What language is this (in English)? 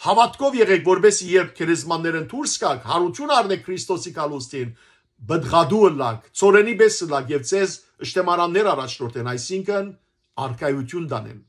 Western Armenian